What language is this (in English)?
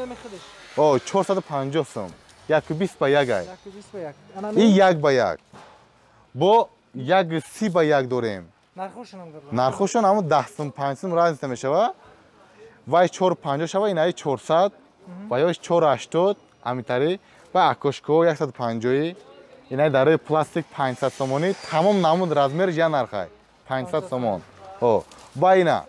Tajik